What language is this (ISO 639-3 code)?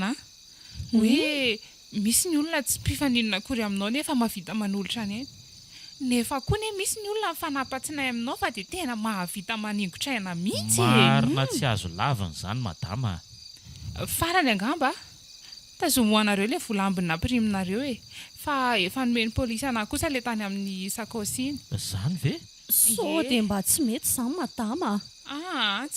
mlg